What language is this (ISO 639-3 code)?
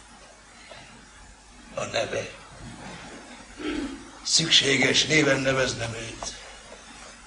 hun